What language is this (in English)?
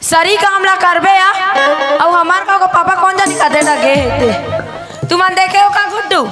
Chhattisgarhi